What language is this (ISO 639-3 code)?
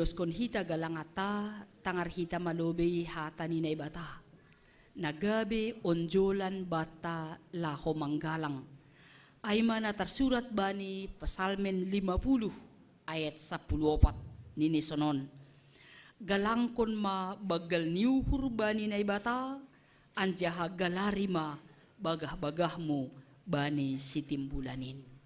bts